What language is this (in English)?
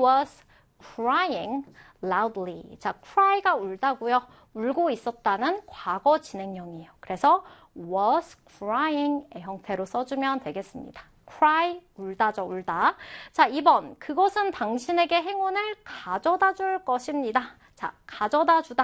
Korean